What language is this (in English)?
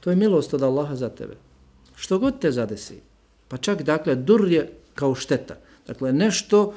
Bosnian